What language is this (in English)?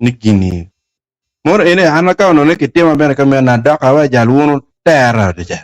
Acoli